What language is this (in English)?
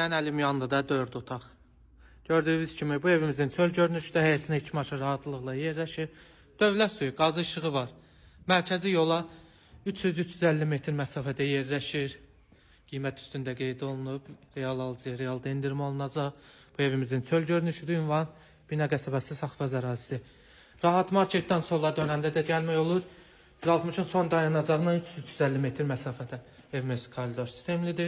Azerbaijani